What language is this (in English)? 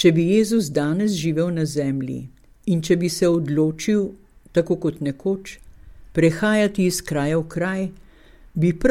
Slovenian